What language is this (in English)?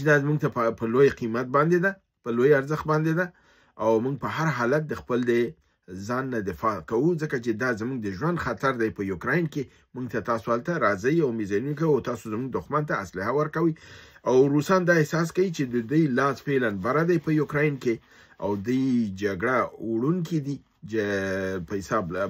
Pashto